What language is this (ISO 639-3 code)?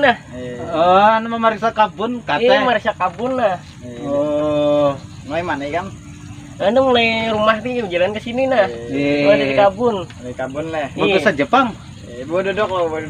bjn